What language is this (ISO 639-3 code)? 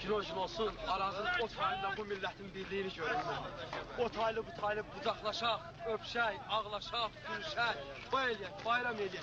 azb